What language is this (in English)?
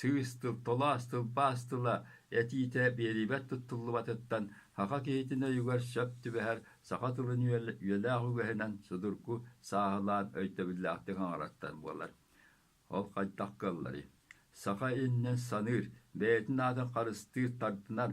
Yakut